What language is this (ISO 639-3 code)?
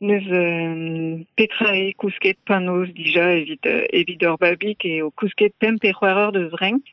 bre